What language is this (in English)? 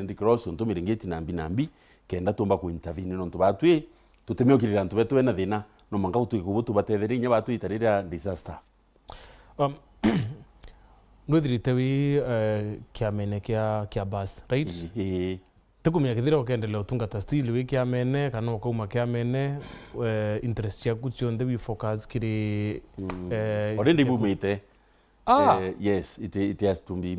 Meru